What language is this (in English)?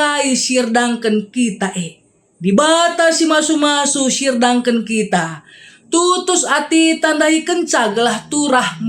Batak Karo